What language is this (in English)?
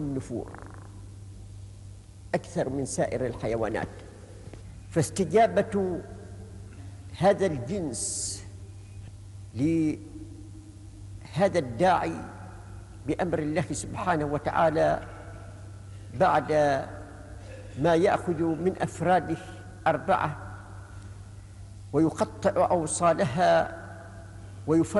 Arabic